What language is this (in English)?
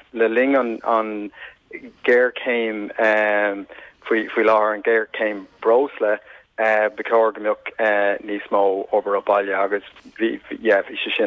Irish